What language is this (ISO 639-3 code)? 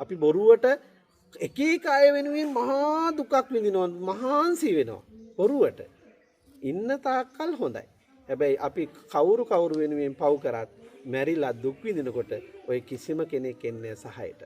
sin